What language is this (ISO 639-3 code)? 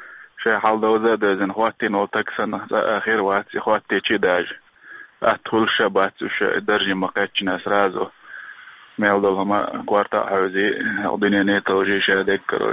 che